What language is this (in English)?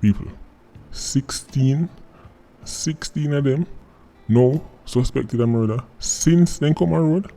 Jamaican Creole English